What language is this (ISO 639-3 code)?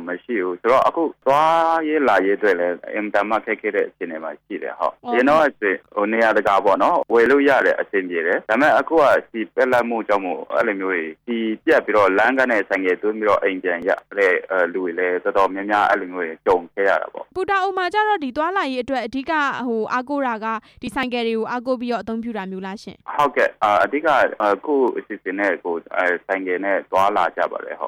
mya